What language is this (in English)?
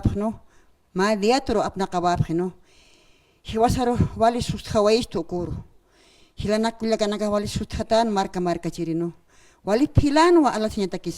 Aymara